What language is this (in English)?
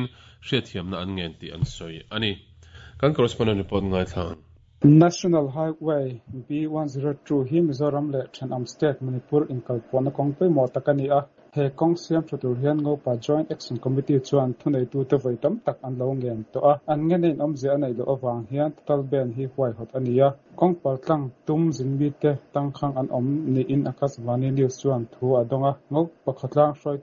Mizo